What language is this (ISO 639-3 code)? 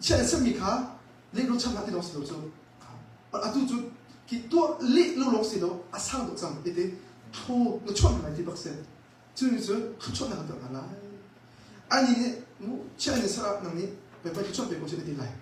cnh